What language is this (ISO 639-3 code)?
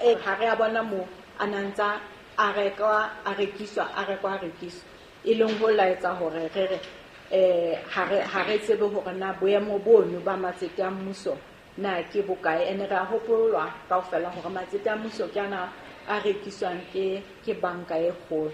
sot